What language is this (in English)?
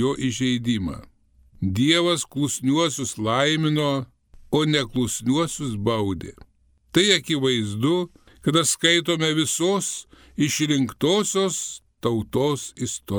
Lithuanian